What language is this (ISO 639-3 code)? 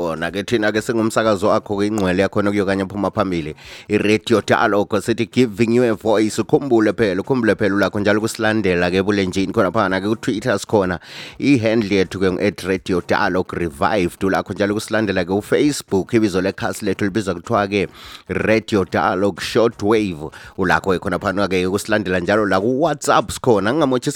nde